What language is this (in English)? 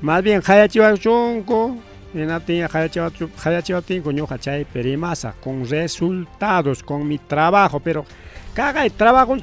Ayacucho Quechua